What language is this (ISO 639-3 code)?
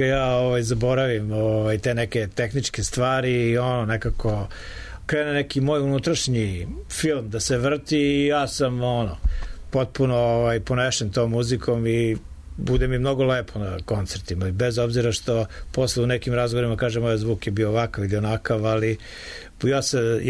srp